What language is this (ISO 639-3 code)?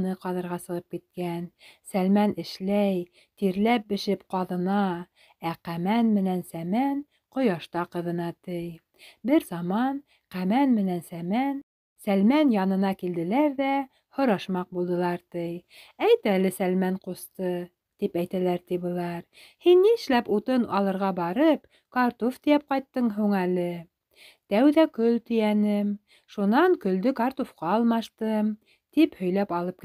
bak